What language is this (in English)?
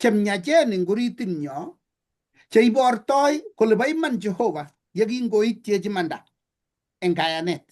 Kalenjin